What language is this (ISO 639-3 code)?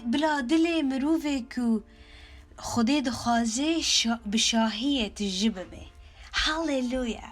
kur